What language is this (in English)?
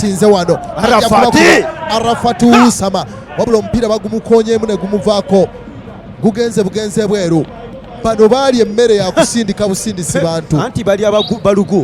Ganda